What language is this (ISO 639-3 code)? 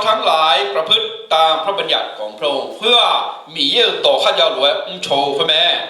ahk